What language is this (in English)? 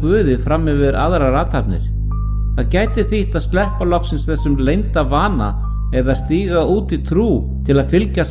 Icelandic